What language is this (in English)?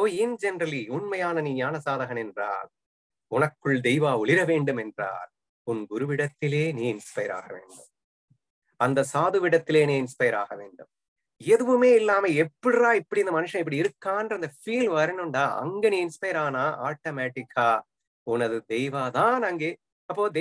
Tamil